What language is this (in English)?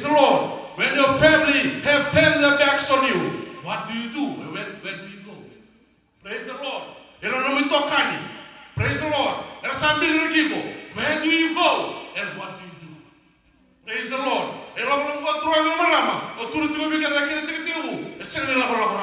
Fijian